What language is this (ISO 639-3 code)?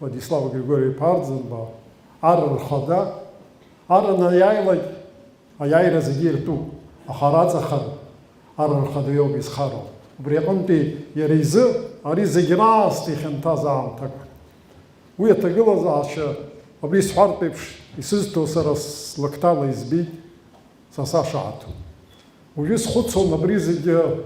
abk